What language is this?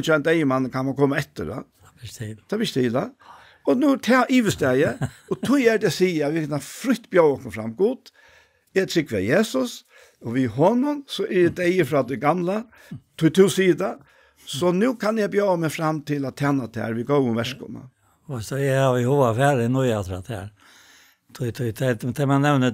Faroese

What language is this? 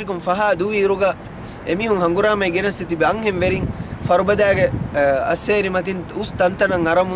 Divehi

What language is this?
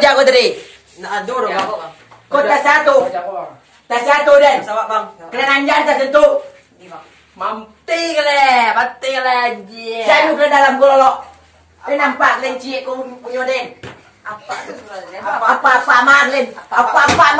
Minangkabau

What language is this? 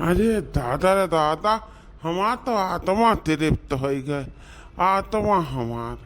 Awadhi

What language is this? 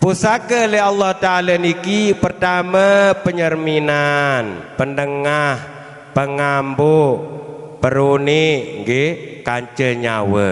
Sasak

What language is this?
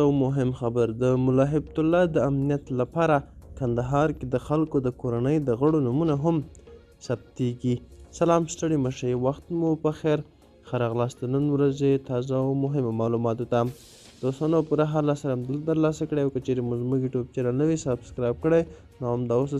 Pashto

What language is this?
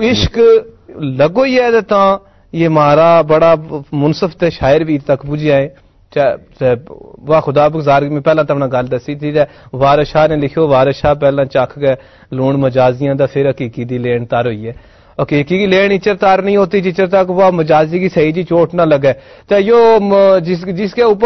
Gujari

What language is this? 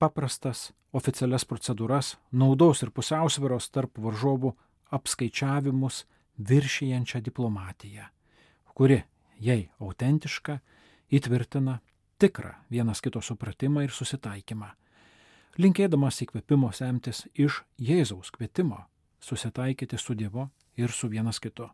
Lithuanian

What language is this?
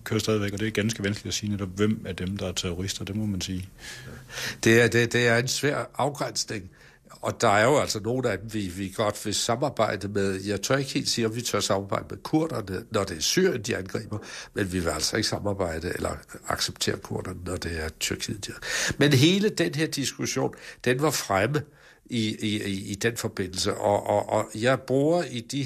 Danish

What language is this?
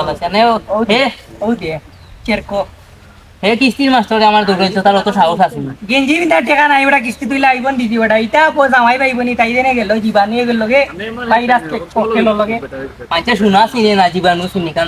Sylheti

